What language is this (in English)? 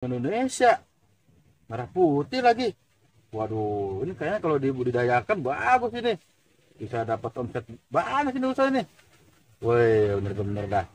Betawi